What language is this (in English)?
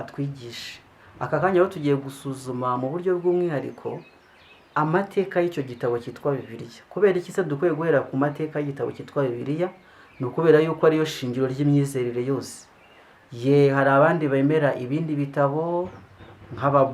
Kinyarwanda